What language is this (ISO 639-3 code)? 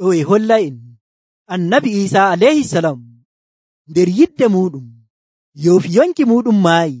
fuv